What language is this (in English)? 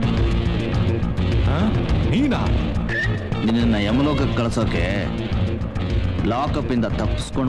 Kannada